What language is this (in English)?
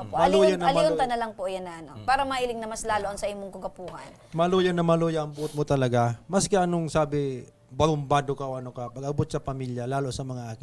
Bikol